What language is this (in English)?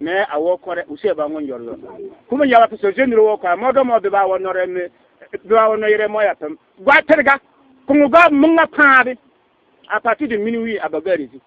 Bissa